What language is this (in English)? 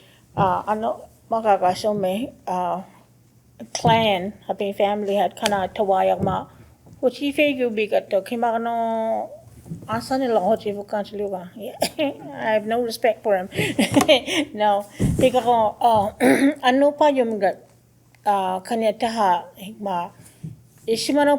Choctaw